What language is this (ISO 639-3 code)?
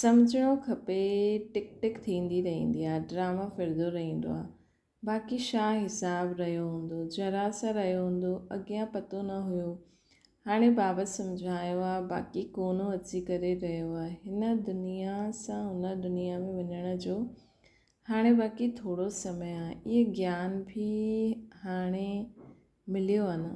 snd